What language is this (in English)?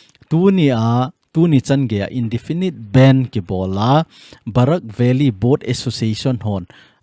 Thado Chin